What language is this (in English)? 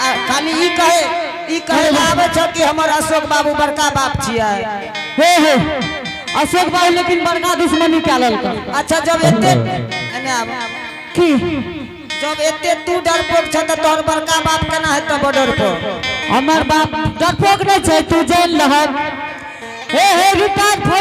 Angika